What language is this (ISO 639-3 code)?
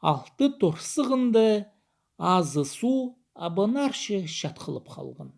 kjh